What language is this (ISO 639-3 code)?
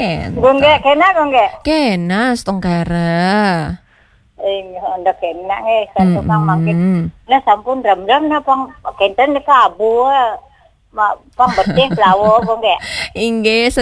ban